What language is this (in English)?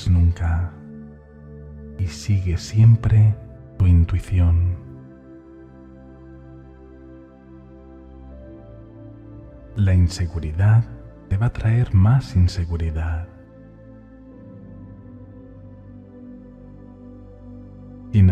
Spanish